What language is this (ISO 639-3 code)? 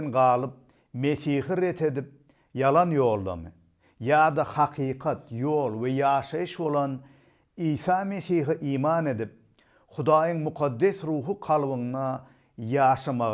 tuk